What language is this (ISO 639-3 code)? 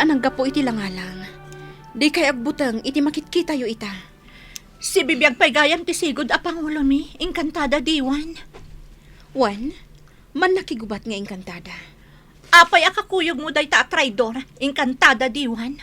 ilo